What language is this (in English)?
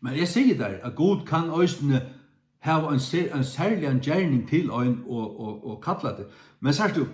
Faroese